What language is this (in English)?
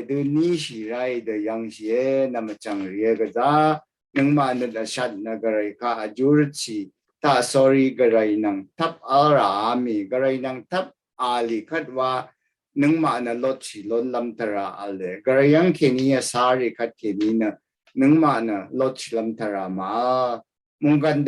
Rawang